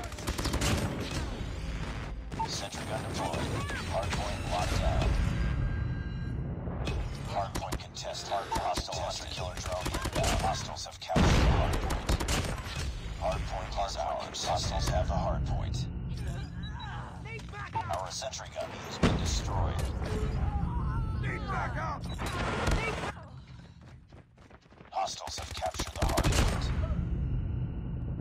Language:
English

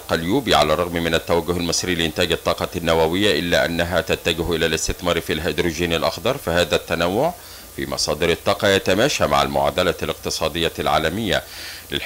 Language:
Arabic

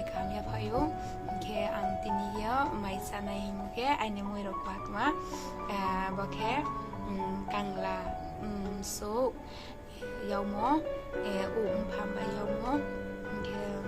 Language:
Riang (India)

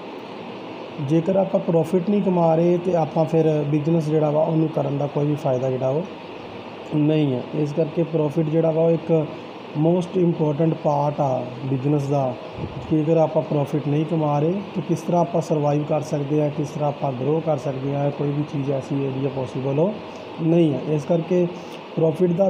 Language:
Punjabi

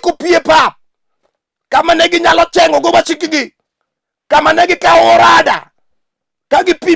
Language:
Luo (Kenya and Tanzania)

